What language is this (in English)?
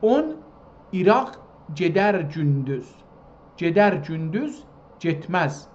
South Azerbaijani